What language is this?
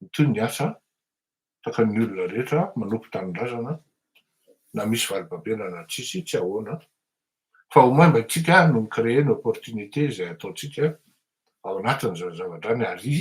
Malagasy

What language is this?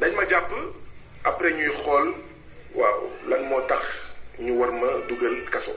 Wolof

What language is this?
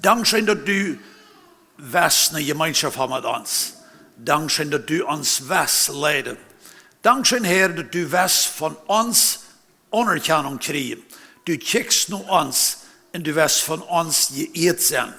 Plautdietsch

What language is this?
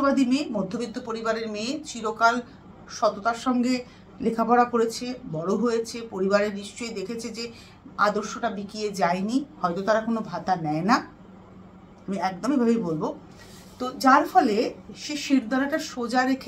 Bangla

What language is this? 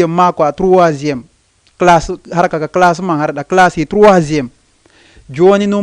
Fula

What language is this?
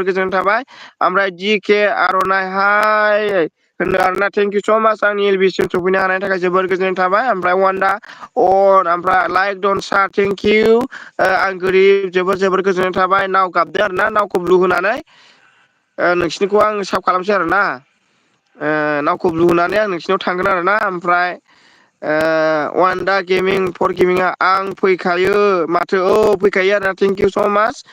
Bodo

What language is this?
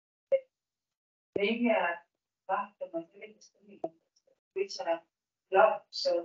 Estonian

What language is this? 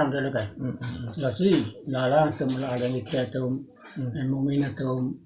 Karbi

